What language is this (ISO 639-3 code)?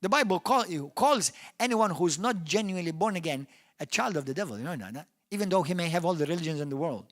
eng